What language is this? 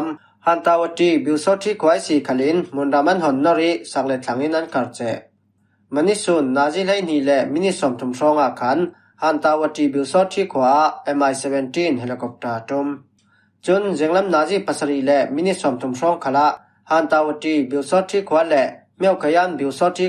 Falam Chin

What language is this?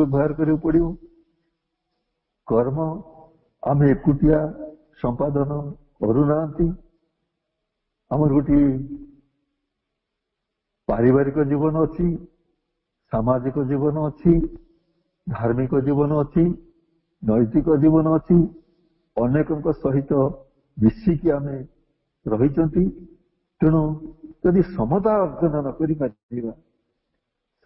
Odia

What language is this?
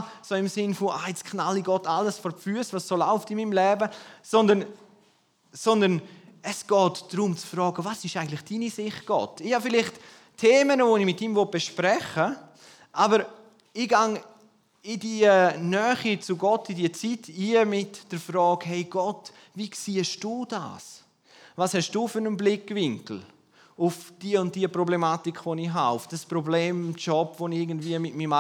German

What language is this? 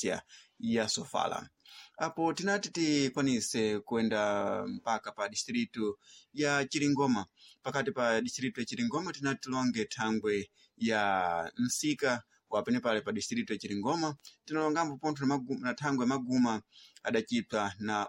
Sena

